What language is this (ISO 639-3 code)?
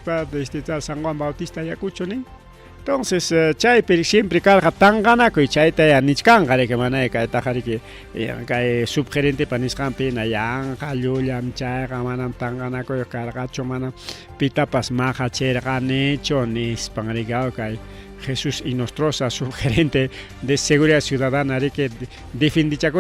quy